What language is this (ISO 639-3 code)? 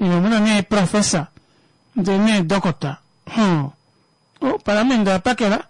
kua